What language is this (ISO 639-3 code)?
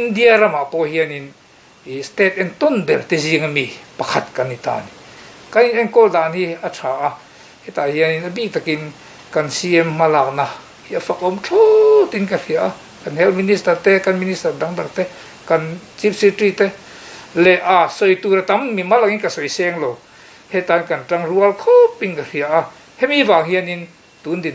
lus